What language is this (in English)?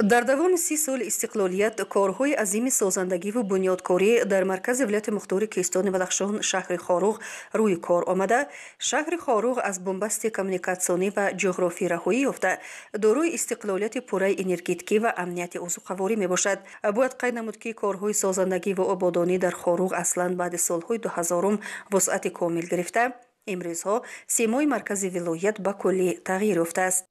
Tajik